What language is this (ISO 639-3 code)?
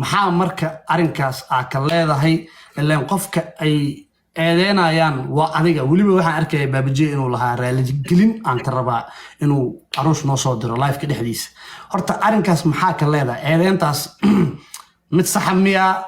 som